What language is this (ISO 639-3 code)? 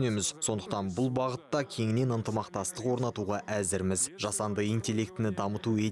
kaz